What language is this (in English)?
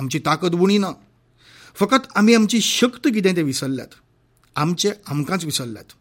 Konkani